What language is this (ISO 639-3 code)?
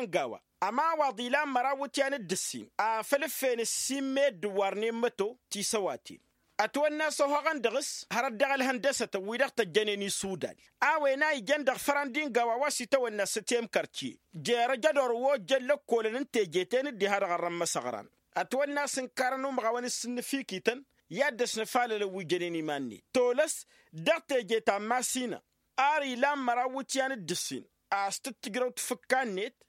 taq